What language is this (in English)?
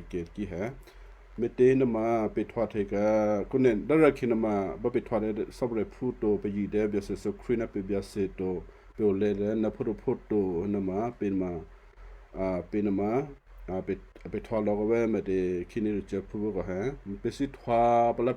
Western Kayah